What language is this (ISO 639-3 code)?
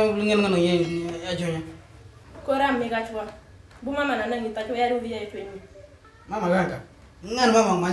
mor